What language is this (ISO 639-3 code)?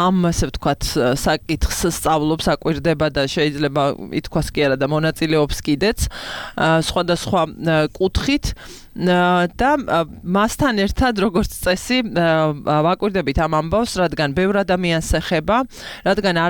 kat